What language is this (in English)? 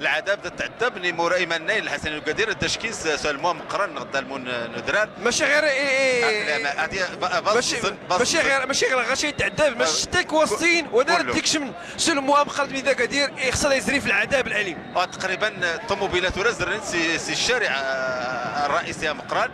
Moroccan Arabic